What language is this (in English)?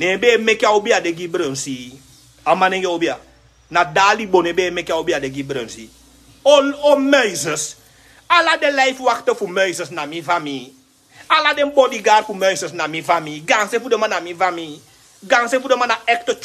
Sranan Tongo